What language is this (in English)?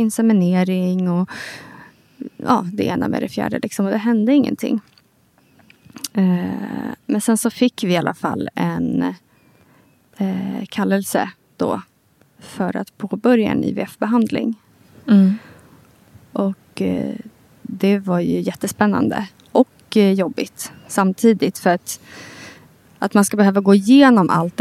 Swedish